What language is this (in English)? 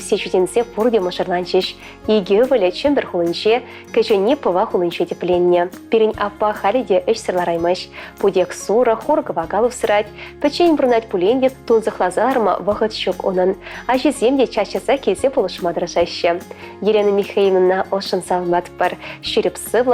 Chuvash